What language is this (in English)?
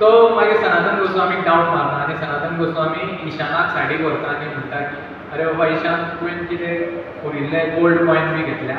Konkani